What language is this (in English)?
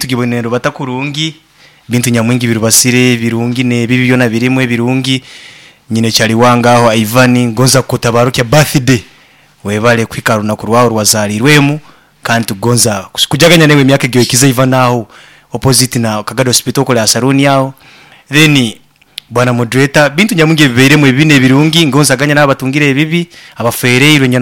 Nyoro